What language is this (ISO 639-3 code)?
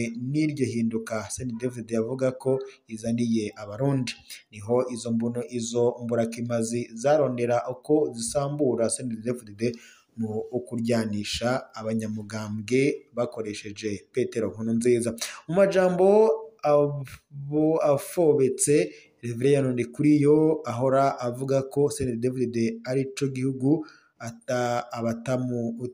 run